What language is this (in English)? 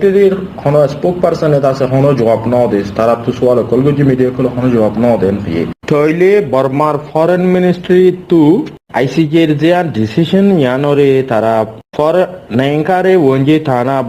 Rohingya